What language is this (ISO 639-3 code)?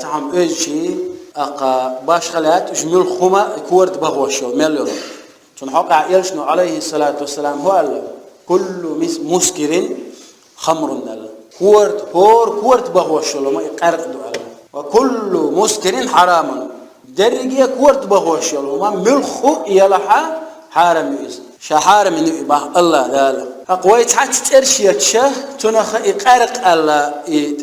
che